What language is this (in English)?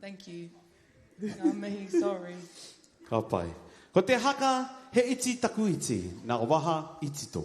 Māori